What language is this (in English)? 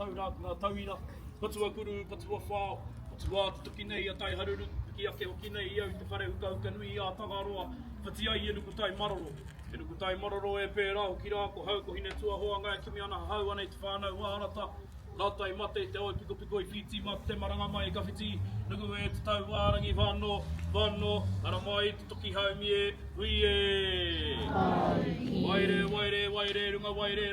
Māori